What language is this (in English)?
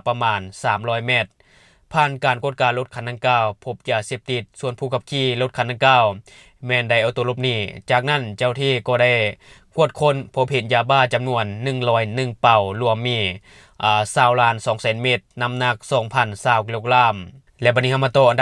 Lao